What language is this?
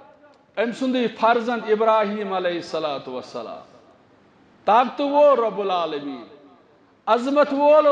Kashmiri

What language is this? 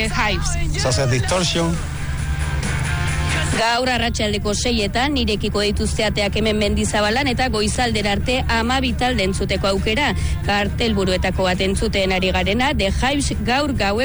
Basque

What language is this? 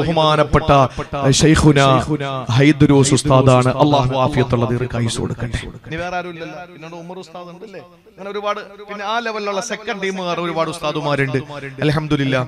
Malayalam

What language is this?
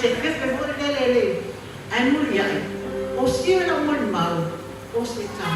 Samoan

